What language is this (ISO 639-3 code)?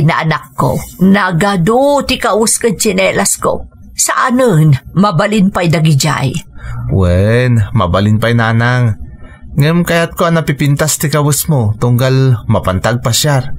ilo